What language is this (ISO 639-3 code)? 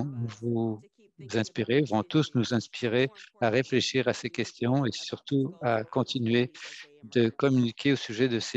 fra